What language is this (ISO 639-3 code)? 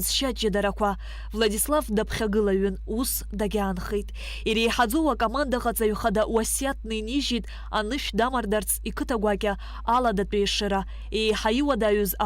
abk